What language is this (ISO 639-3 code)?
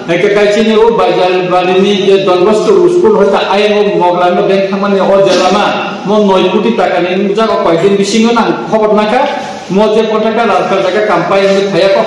trp